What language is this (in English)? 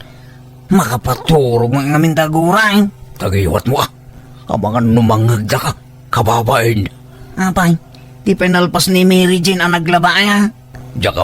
Iloko